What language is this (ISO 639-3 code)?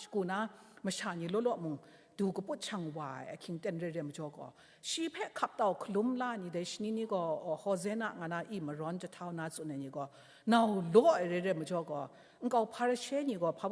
kac